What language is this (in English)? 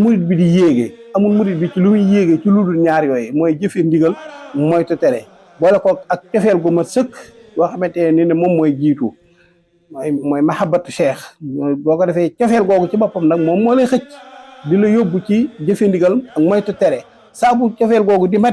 Wolof